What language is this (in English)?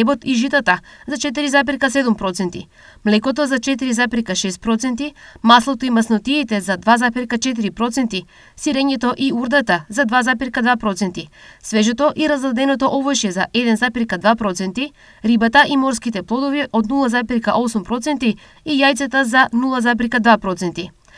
Macedonian